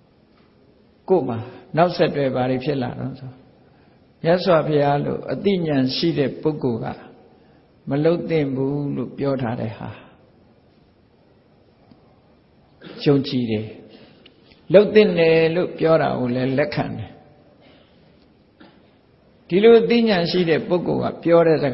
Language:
Burmese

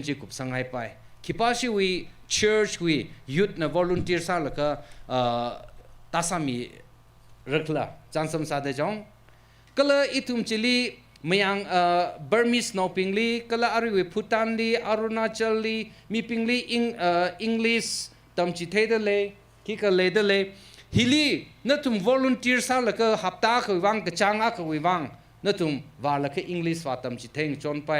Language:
Tangkhul Naga (India)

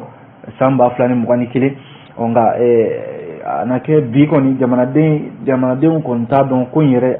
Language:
Bambara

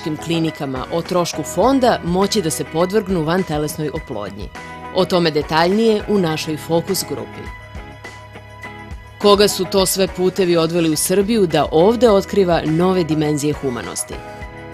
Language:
Serbian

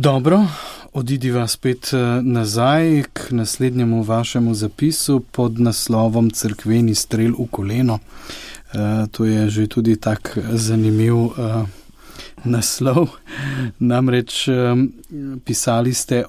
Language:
Slovenian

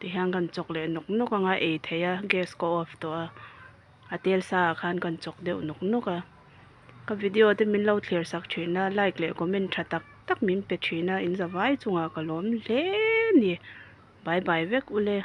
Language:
Mizo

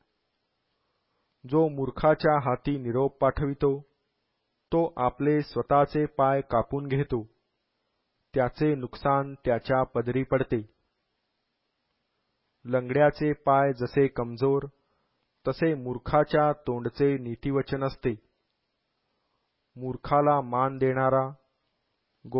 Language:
Marathi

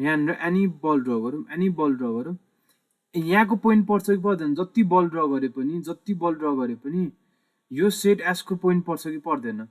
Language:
Nepali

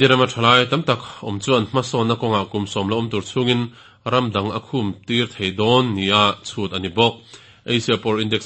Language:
Mizo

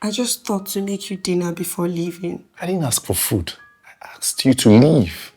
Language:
Nigerian Pidgin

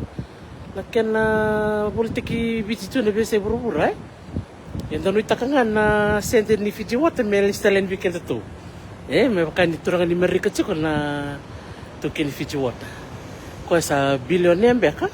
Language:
Fijian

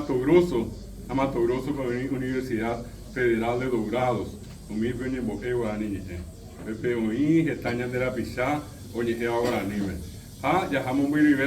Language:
Guarani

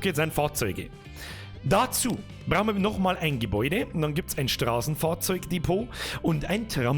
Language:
Bavarian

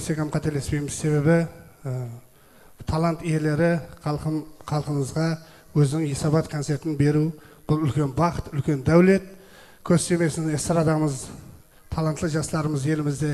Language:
Kara-Kalpak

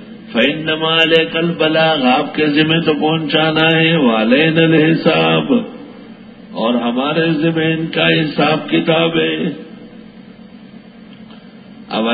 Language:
Urdu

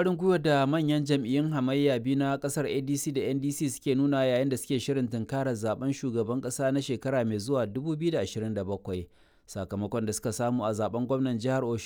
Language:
Hausa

